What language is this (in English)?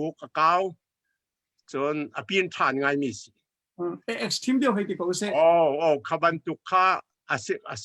Hakha Chin